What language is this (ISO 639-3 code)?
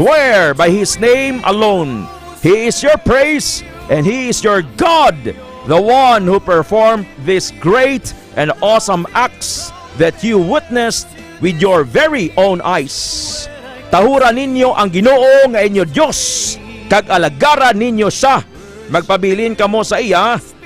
hil